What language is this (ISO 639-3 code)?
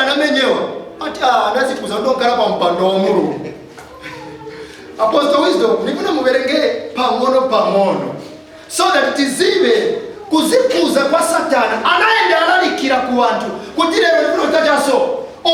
nya